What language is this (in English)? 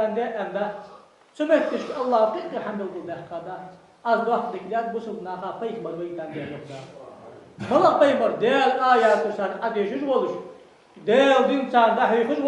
Ingush